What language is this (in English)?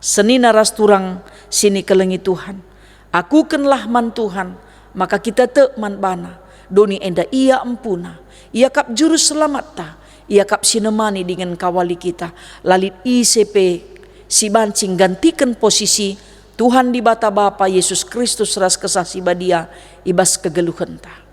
Batak Karo